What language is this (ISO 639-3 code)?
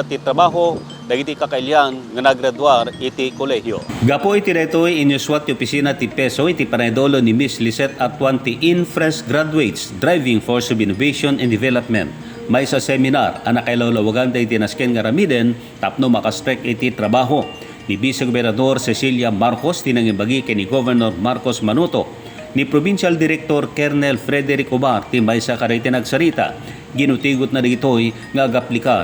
ilo